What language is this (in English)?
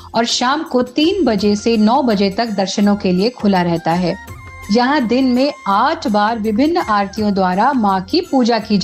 Hindi